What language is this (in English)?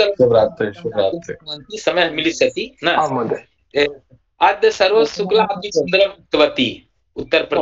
Sanskrit